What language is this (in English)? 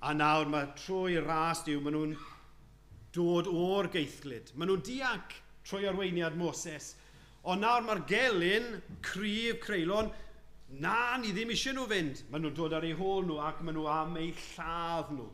Welsh